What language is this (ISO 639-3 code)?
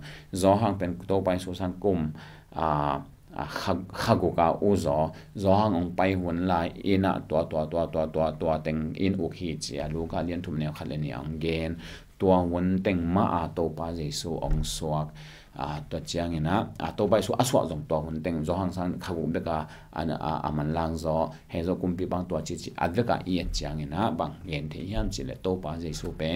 ctd